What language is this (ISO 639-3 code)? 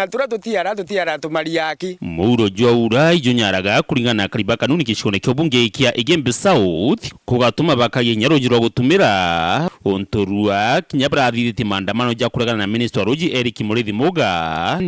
mer